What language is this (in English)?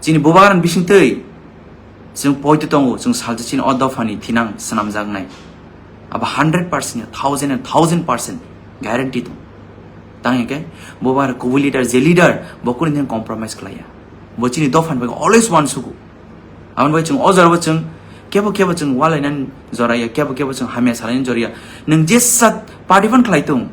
Kok Borok